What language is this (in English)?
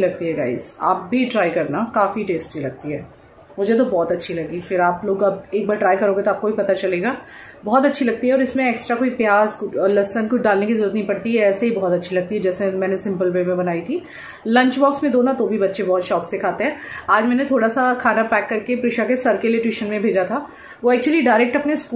Hindi